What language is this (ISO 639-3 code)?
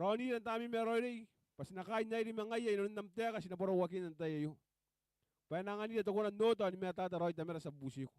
gil